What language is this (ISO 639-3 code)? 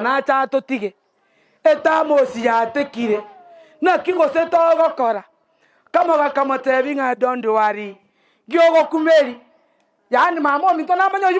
guz